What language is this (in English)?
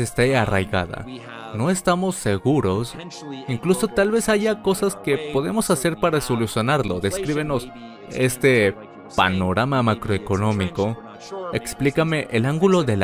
Spanish